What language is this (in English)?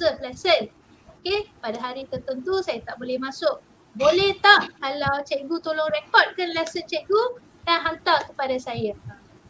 Malay